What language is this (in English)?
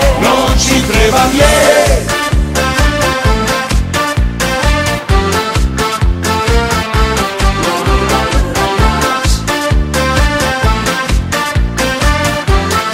Croatian